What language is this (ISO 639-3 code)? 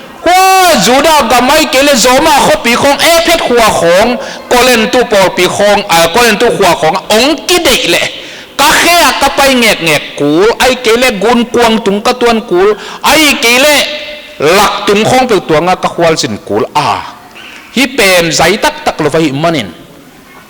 ctd